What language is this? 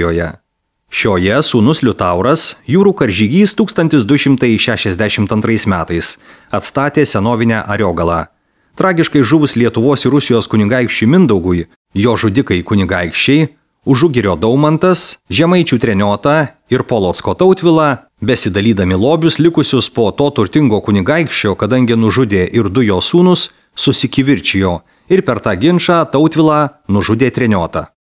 Lithuanian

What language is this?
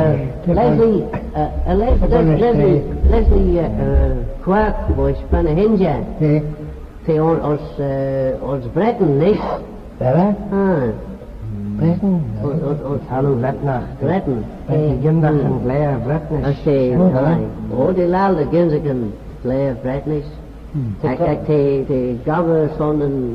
Manx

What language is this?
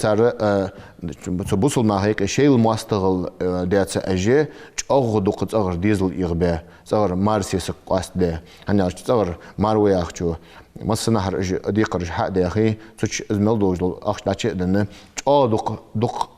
Ingush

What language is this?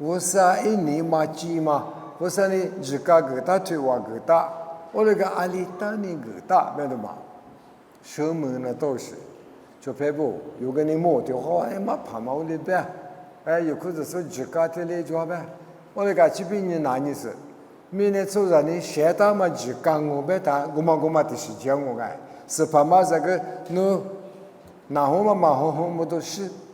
Lisu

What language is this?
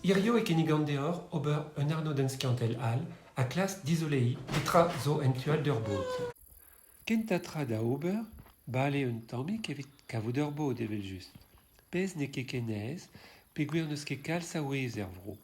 Breton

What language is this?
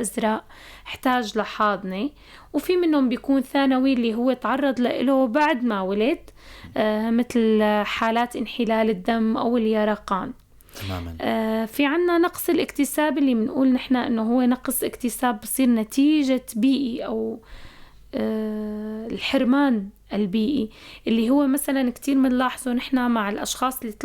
North Levantine Arabic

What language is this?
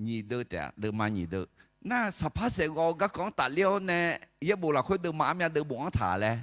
Akha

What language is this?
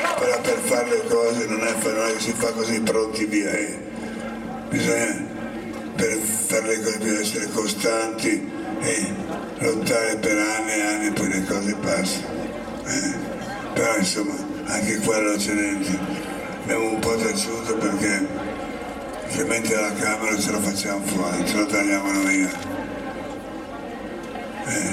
Italian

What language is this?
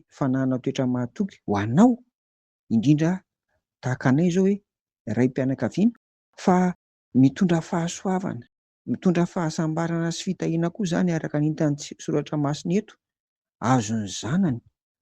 Malagasy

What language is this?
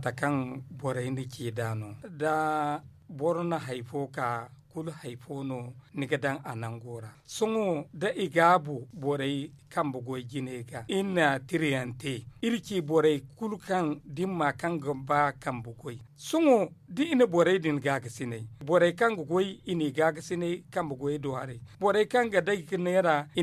Zarma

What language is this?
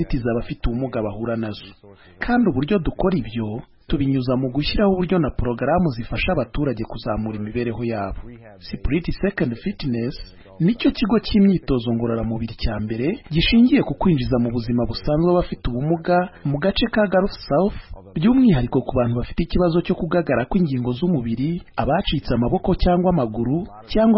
Kinyarwanda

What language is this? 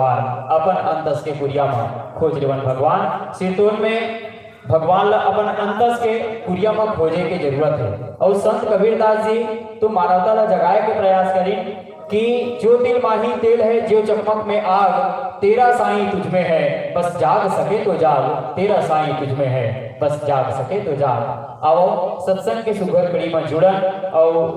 Chhattisgarhi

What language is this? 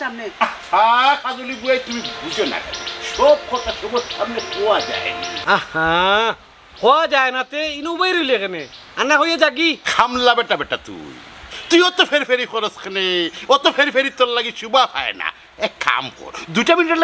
Sylheti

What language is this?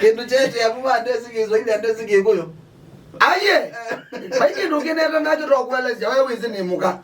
Kamba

